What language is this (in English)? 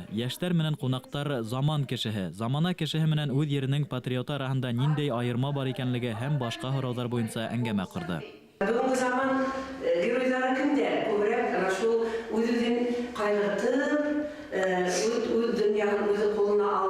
Bashkir